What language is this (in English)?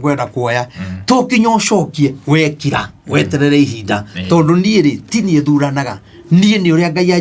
Kikuyu